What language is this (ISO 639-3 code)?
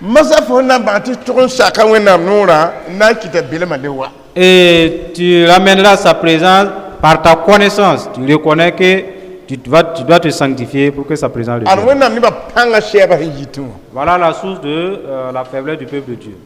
mos